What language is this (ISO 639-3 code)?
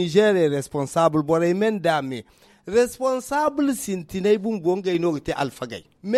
hau